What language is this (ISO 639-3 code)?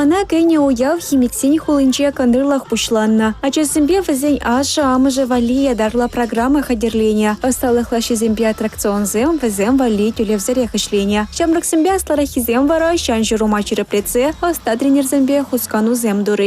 chv